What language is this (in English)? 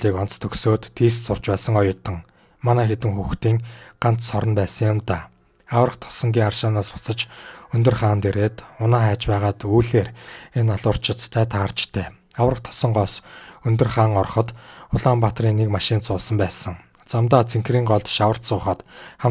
Mongolian